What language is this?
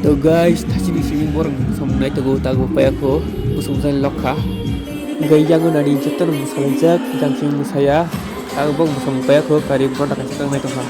Kok Borok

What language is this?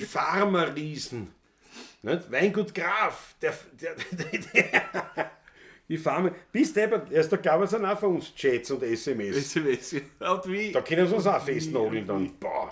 Bavarian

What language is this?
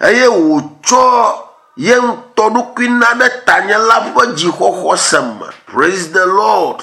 Ewe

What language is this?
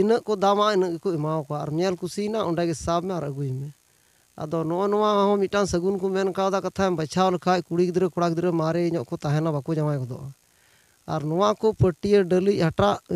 Santali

